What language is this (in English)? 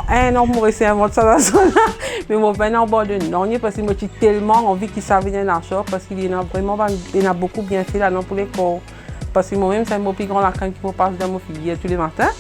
Morisyen